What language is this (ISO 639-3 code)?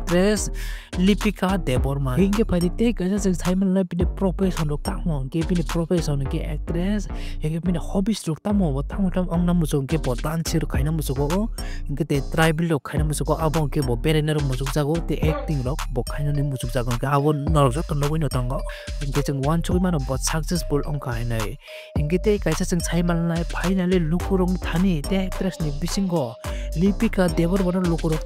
trp